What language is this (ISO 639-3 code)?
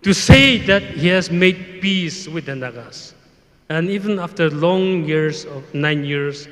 nmf